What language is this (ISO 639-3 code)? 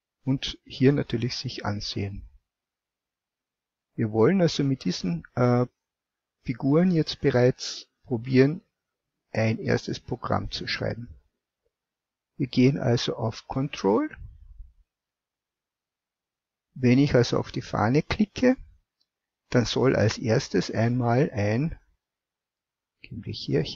deu